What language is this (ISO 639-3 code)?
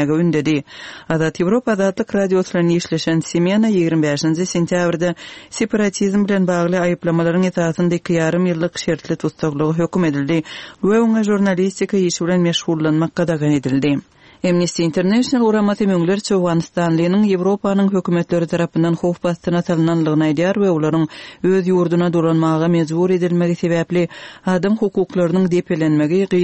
kir